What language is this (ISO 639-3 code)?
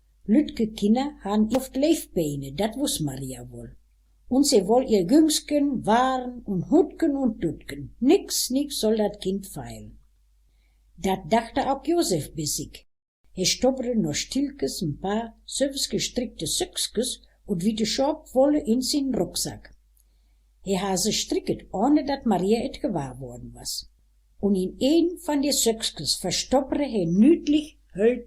wep